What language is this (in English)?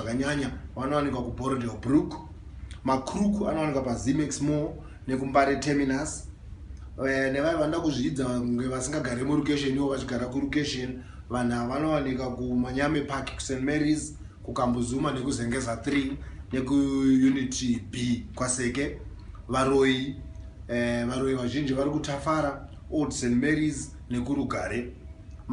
Shona